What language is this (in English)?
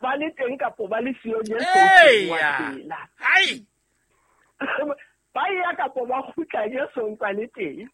Southern Sotho